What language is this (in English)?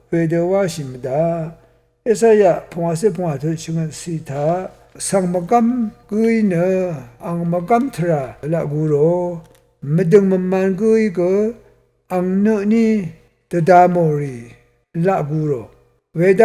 Rawang